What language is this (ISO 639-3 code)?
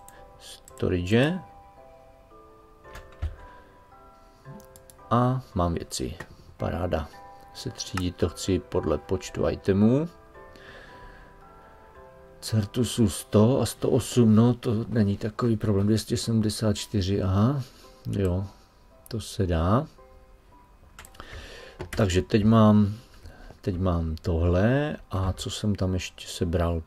ces